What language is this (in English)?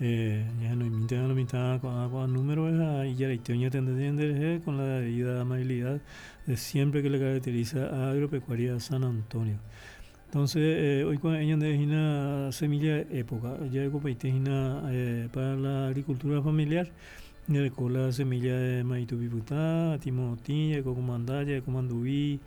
Guarani